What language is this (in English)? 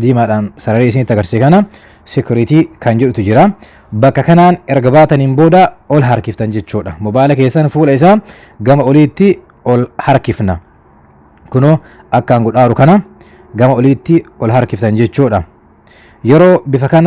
Oromo